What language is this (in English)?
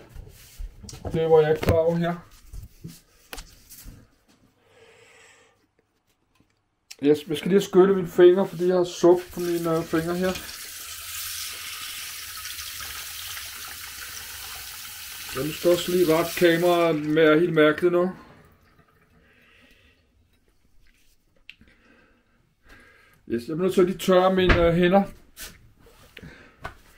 Danish